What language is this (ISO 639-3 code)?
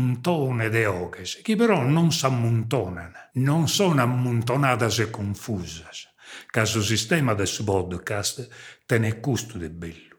srd